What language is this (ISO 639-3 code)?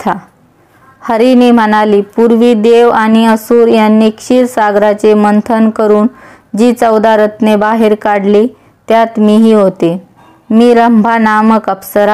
mar